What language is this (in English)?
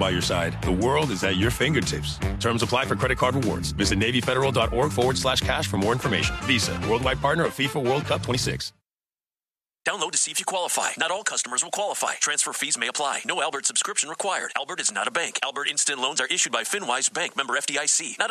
English